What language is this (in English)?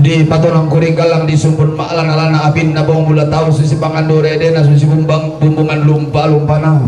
Toraja-Sa'dan